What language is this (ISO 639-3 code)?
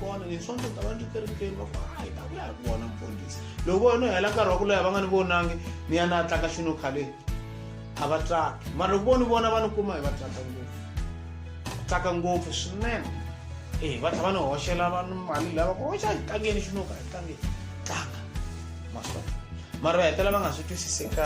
tso